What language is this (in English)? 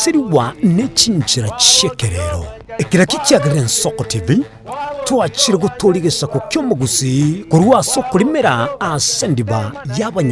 Gusii